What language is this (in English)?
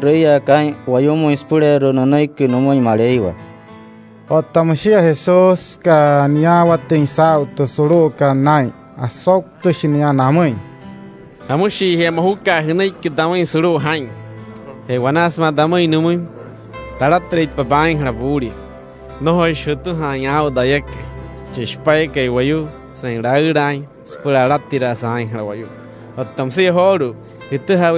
Wayuu